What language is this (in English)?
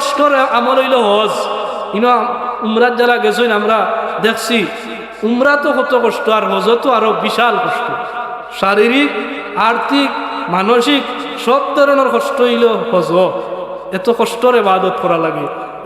Sylheti